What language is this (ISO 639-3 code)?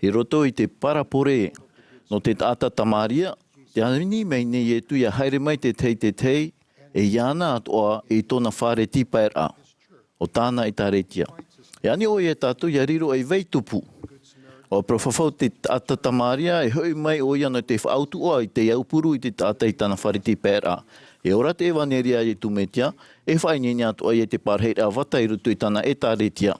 tah